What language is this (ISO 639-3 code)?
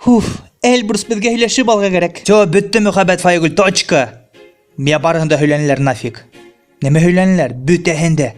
bak